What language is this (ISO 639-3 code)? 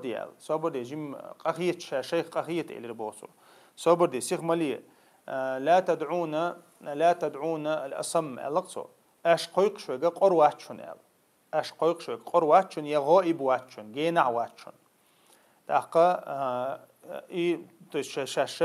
che